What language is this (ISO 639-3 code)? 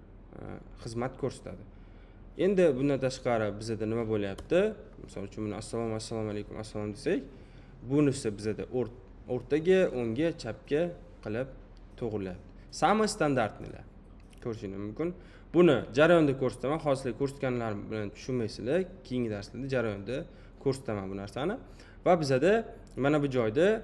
uzb